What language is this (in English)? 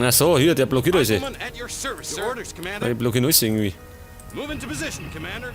Bavarian